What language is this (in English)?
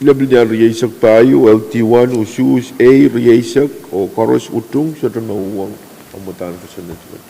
Pohnpeian